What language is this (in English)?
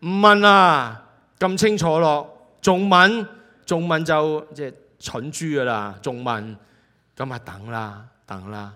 Cantonese